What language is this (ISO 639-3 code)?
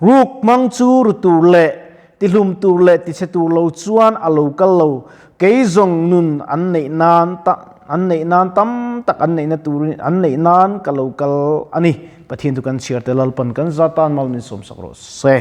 lus